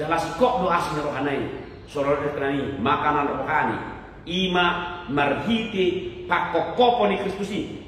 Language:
Batak Toba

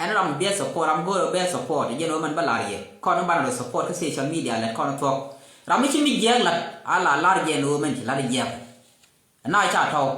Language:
Nuer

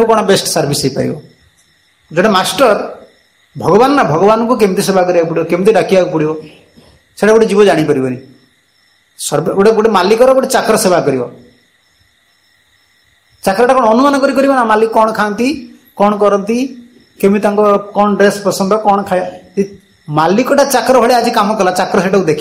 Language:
Odia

